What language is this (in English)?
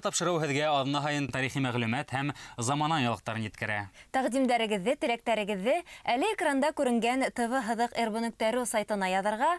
Bashkir